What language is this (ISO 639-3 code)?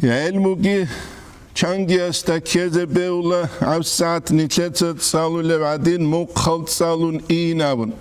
ava